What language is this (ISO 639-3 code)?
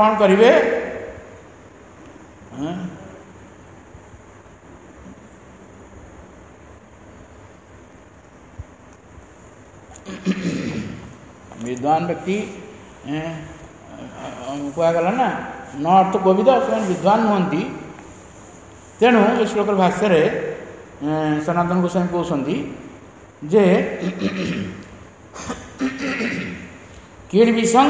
ori